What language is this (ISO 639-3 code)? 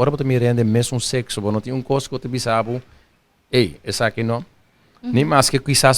pap